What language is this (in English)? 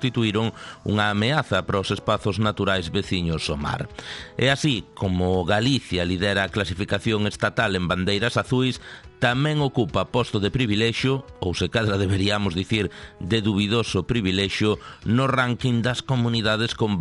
Galician